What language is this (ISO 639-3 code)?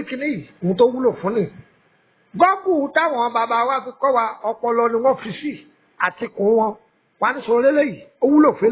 yor